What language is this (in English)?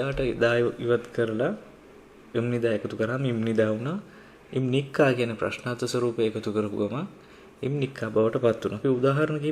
Sinhala